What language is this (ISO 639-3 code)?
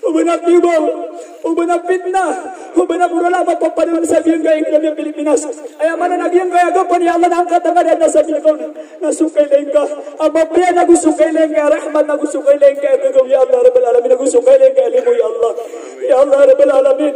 mrw